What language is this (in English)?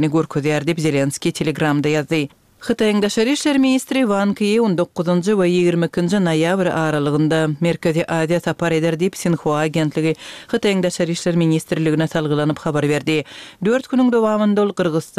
Kyrgyz